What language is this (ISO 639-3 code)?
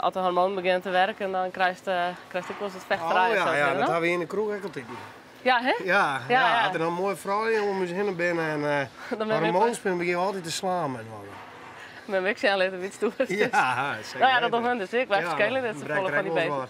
fry